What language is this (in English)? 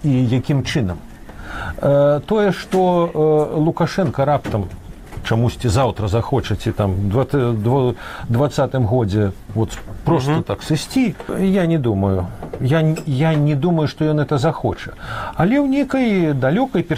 Belarusian